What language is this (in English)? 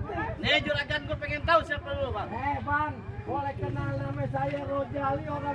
Betawi